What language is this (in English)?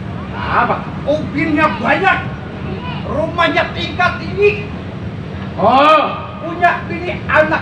Betawi